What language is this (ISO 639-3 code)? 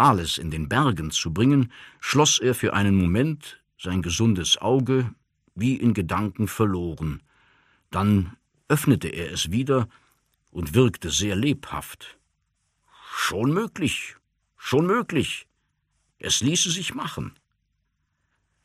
deu